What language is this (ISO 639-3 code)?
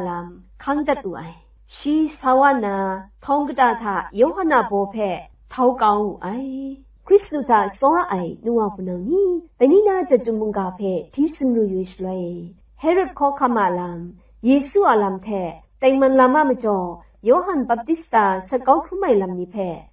kac